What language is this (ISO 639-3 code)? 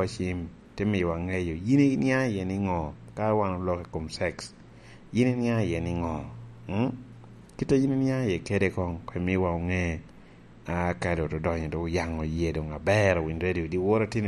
laj